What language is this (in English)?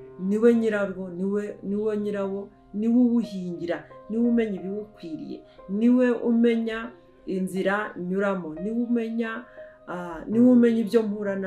Kinyarwanda